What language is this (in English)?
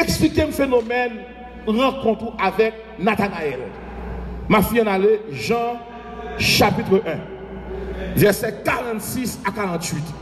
Haitian Creole